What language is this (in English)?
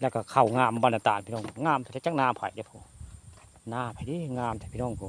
Northeastern Thai